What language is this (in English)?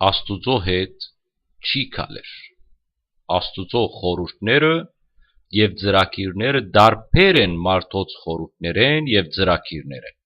Western Armenian